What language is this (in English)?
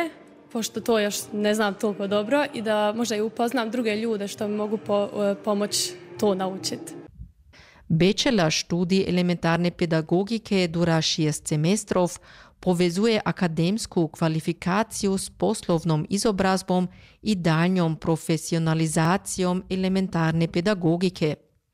Croatian